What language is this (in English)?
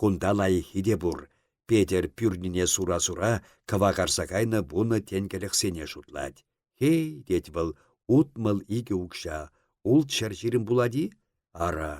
Chuvash